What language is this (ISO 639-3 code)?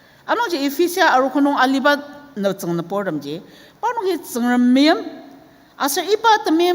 njo